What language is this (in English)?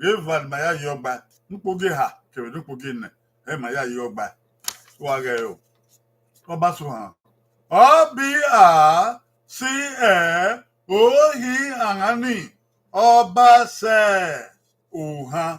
Bini